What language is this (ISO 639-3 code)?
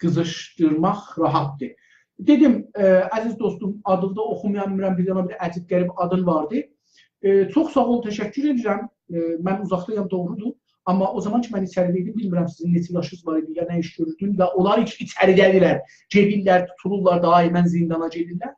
azb